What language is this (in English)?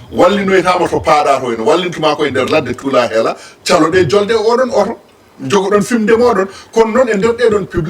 Fula